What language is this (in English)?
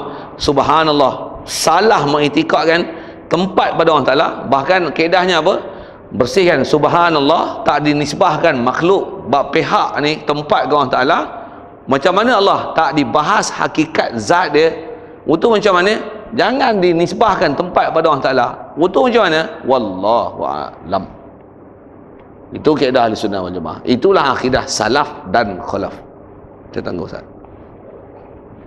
Malay